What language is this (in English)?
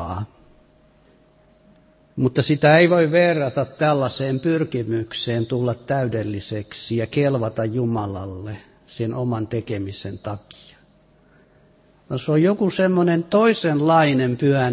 Finnish